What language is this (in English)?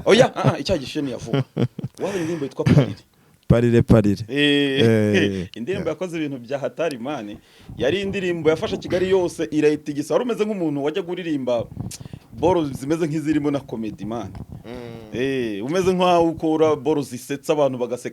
Kinyarwanda